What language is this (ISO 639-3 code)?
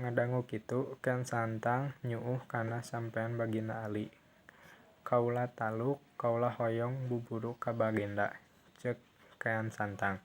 sun